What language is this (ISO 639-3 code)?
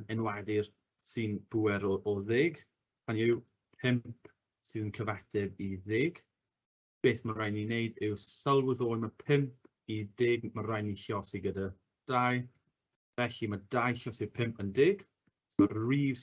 cym